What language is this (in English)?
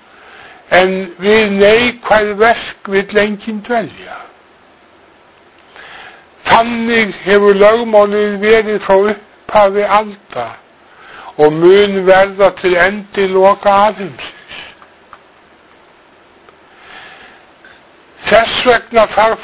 Icelandic